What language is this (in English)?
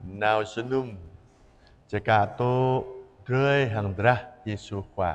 Jarai